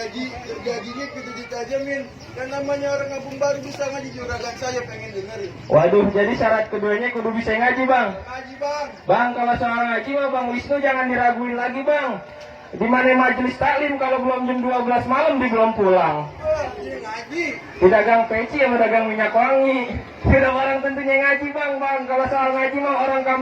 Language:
Betawi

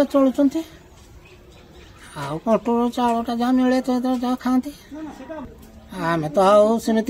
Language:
Odia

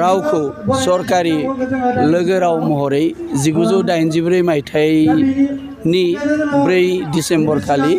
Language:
Bodo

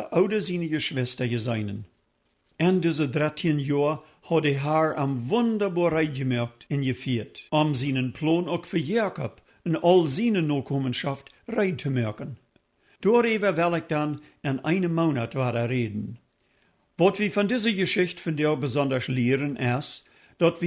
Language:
Plautdietsch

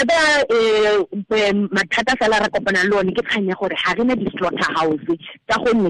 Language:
Tswana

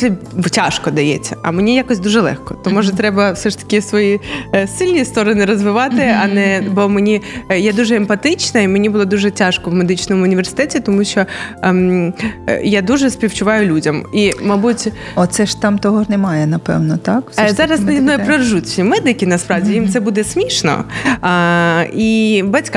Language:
Ukrainian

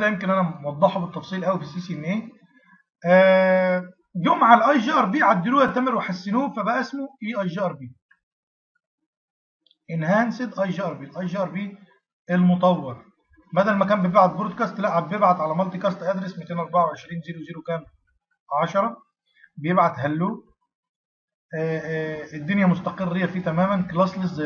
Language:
Egyptian Arabic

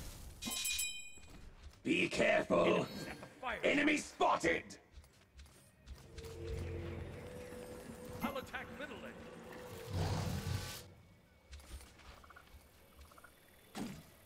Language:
Portuguese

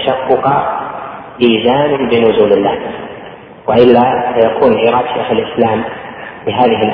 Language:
Arabic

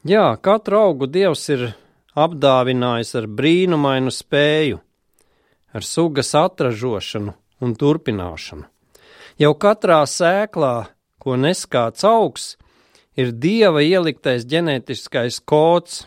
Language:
Latvian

